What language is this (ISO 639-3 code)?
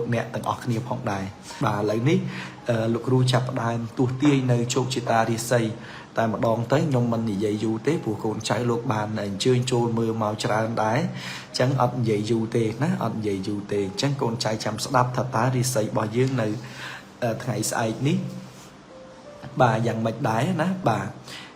khm